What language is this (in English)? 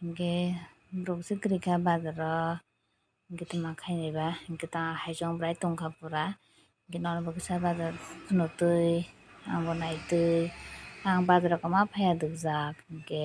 Kok Borok